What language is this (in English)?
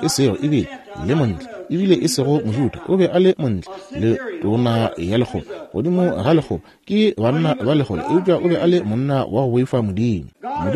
Northern Sotho